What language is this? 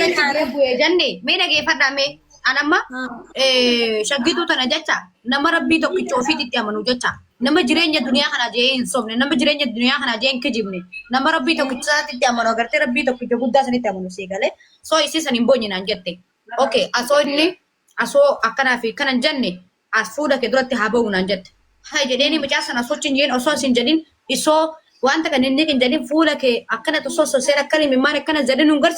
Oromo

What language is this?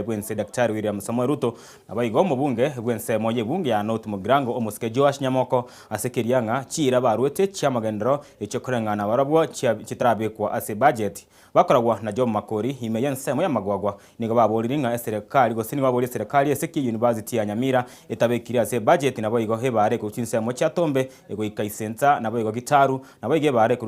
Gusii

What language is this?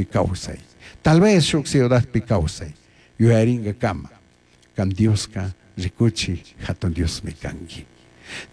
Chimborazo Highland Quichua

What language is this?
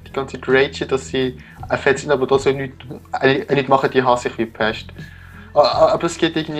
Swiss German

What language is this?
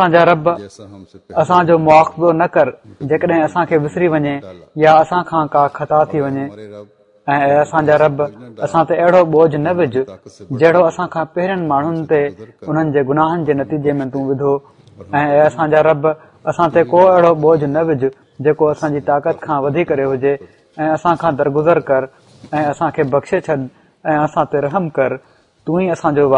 Sindhi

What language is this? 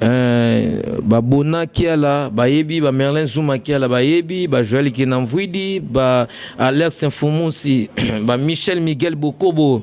Lingala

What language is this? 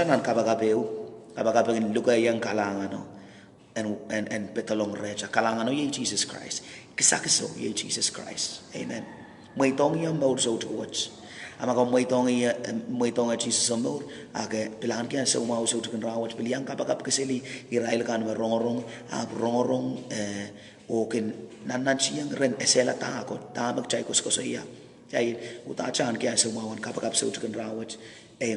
Pohnpeian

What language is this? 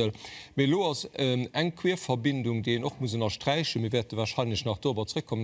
Luxembourgish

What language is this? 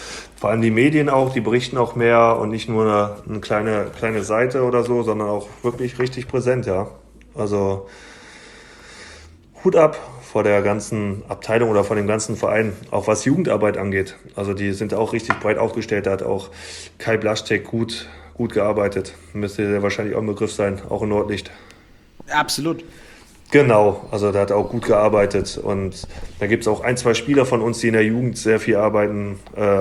German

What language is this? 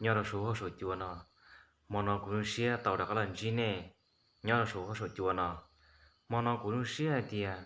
Hmong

